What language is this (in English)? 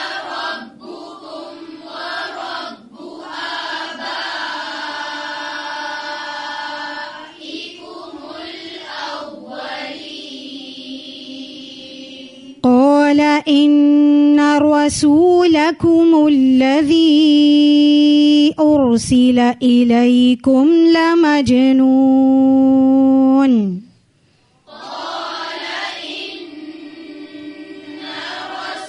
Arabic